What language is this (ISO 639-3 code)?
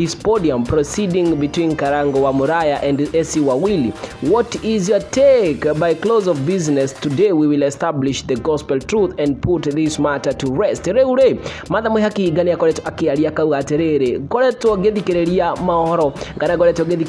kik